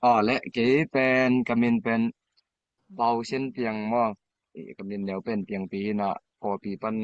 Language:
Tedim Chin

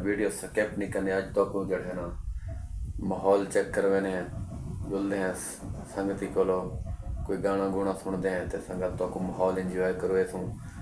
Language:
Saraiki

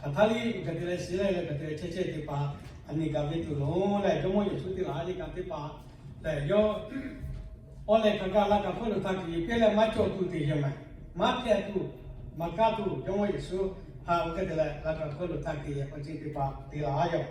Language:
Lahu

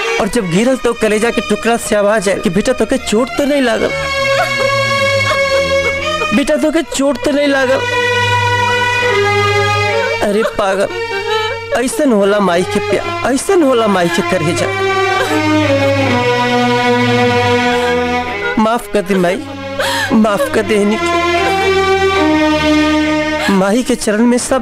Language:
Bhojpuri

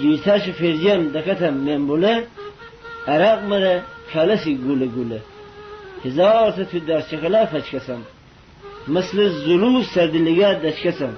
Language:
Gilaki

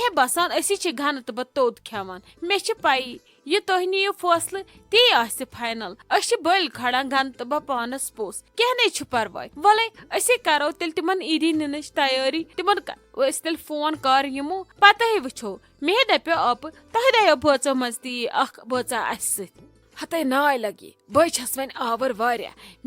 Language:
Kashmiri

